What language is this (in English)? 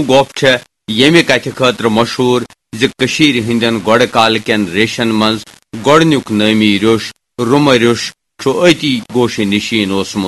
Kashmiri